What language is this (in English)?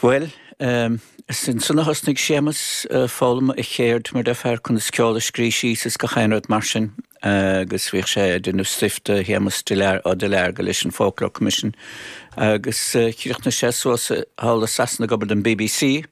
Irish